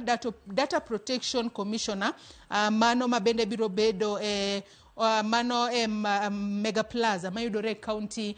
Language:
Luo (Kenya and Tanzania)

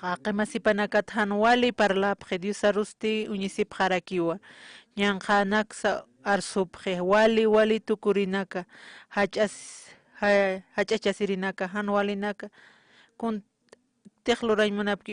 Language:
Aymara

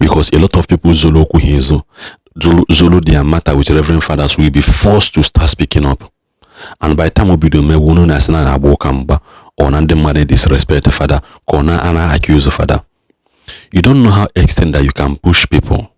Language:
Igbo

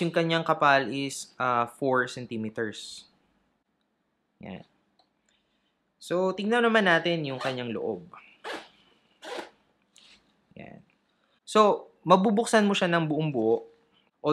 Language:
Filipino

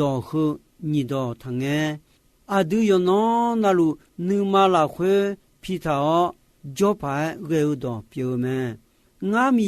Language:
Akha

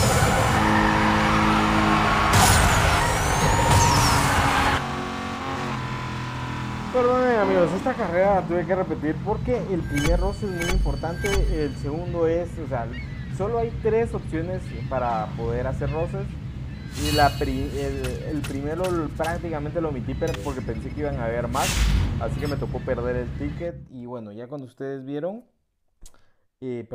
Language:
Spanish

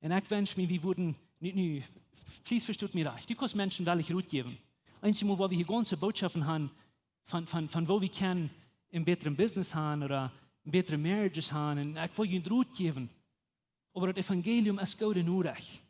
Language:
Plautdietsch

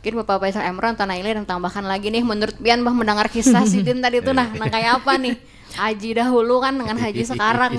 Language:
Banjar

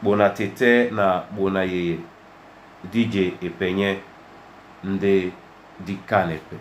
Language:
Duala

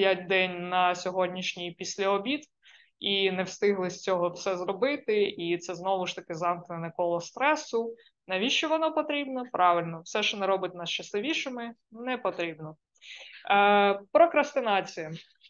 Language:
Ukrainian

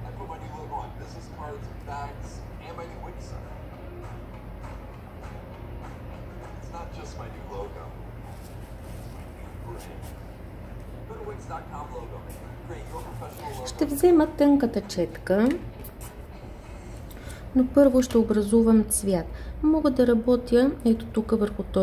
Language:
Bulgarian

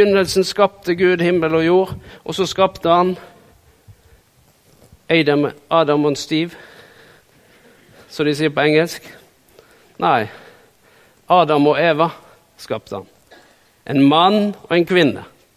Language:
Norwegian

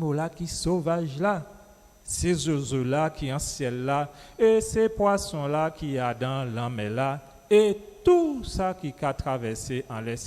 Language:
Guadeloupean Creole French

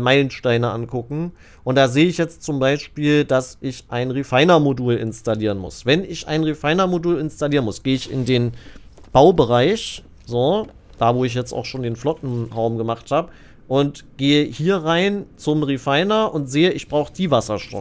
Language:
German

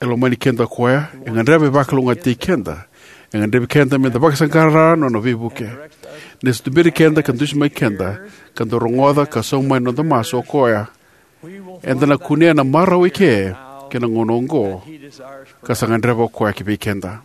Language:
Fijian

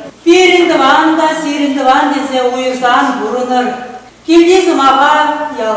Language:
Chuvash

